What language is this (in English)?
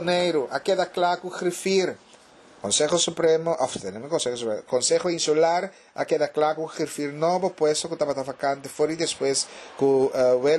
Papiamento